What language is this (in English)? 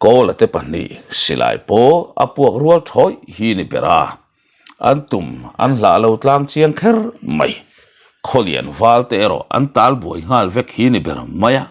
Mizo